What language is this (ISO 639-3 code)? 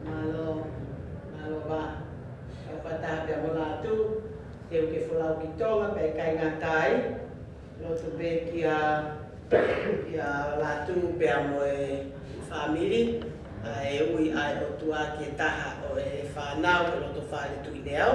ton